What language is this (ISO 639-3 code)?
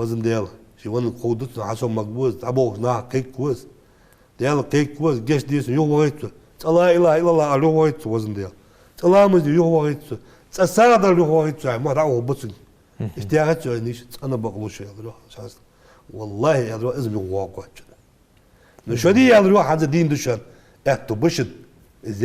inh